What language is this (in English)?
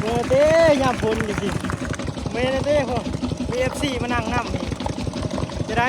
Lao